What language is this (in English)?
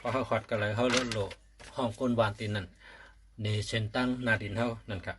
Shan